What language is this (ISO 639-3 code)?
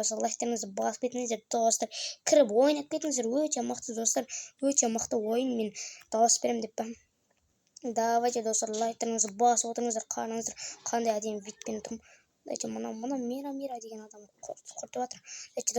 kaz